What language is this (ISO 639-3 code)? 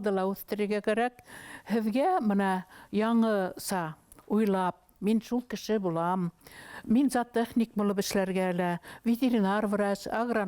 bak